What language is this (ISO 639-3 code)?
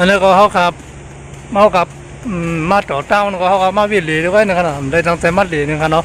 shn